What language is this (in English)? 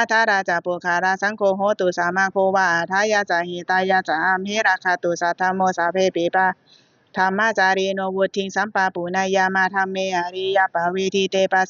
Pali